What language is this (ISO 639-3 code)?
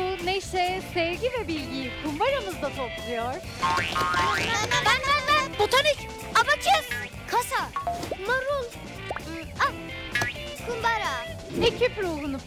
tur